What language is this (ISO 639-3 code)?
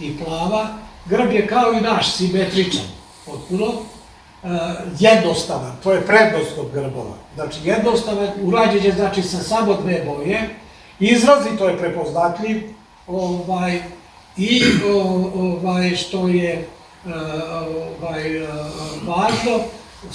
srp